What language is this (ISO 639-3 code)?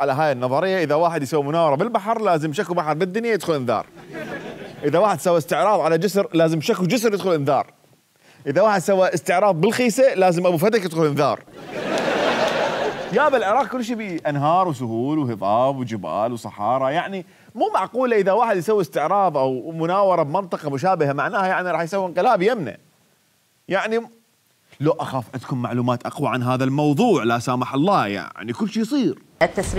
acm